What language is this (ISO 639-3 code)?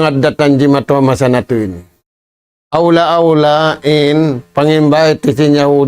tsg